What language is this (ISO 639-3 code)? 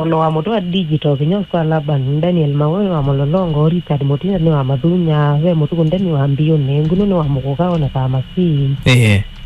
kam